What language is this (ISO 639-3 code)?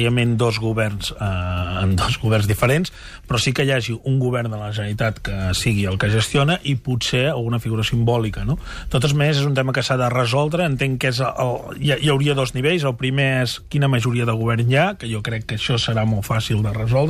cat